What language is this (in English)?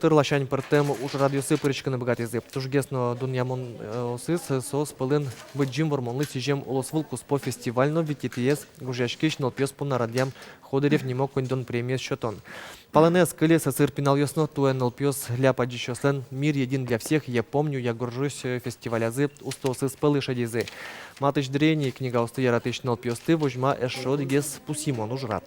Udmurt